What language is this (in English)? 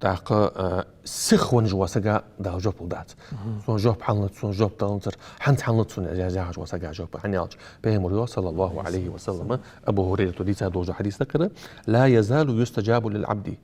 Ingush